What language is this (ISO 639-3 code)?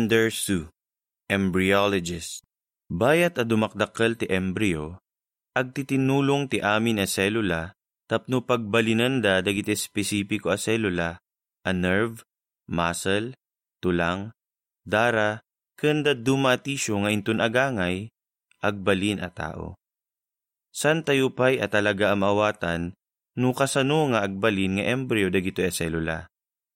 ilo